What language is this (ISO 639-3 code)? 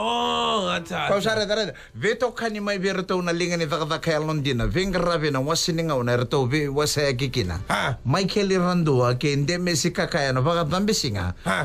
fij